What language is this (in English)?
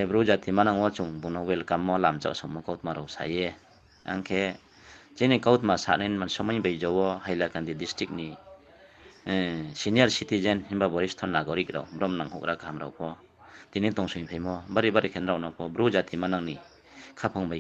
Riang (India)